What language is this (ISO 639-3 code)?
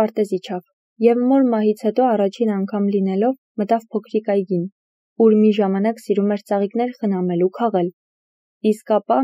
hye